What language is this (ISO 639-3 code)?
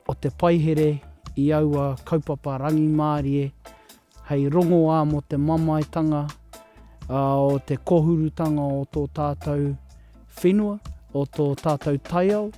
mri